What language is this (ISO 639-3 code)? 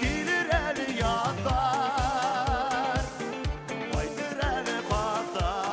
bak